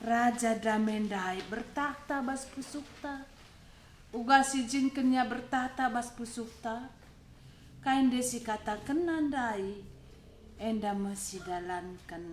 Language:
Batak Karo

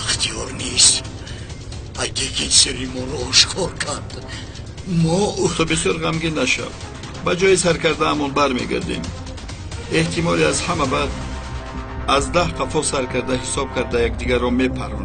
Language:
Tajik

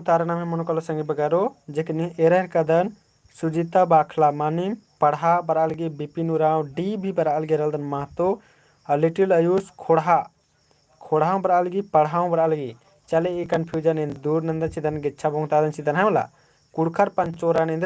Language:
Kurukh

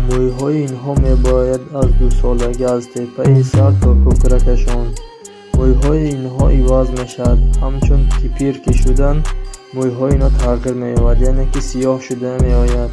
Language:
Tajik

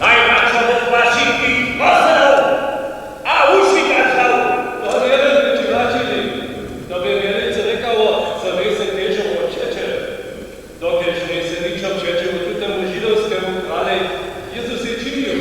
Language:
Upper Sorbian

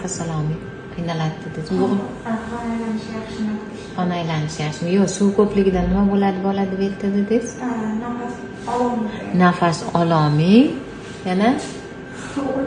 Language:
Uzbek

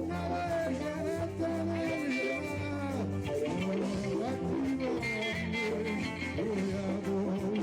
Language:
Tswana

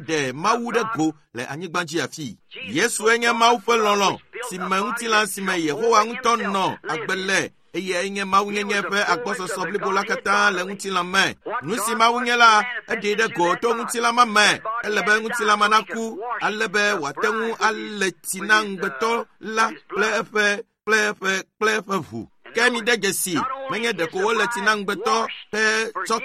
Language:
Ewe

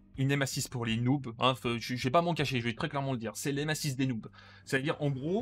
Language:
French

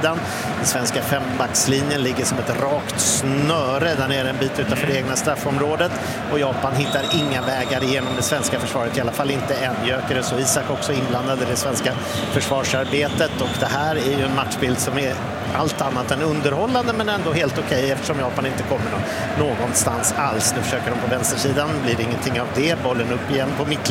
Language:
Swedish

